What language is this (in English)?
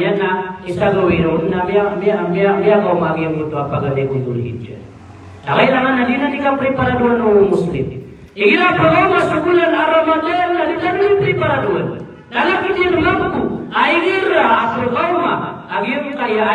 Maranao